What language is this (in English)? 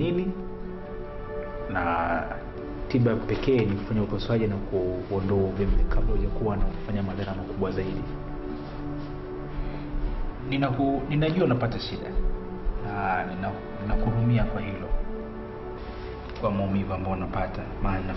Swahili